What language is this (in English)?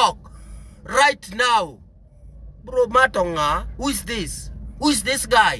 Luo (Kenya and Tanzania)